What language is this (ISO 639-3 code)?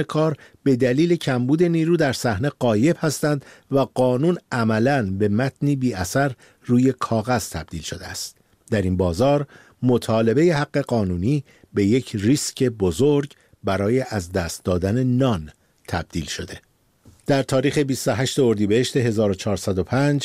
fas